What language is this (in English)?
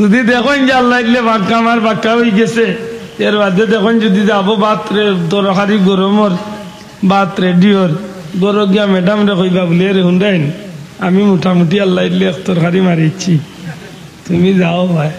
Sylheti